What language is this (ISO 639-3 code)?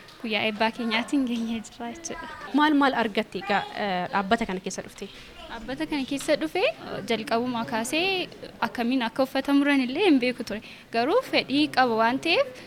orm